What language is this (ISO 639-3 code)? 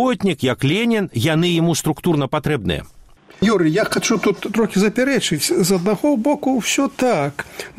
bel